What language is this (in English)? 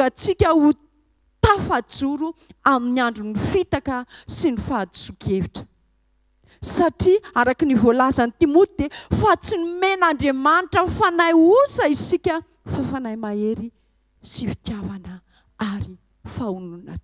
Malagasy